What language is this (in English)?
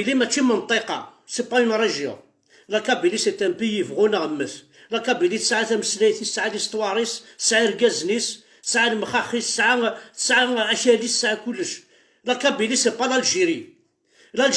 Kabyle